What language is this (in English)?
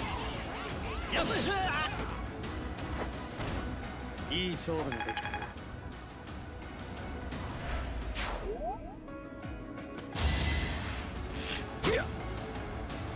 Japanese